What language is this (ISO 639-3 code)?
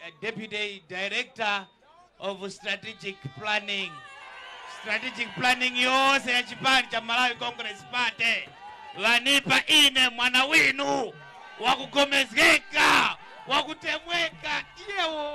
nya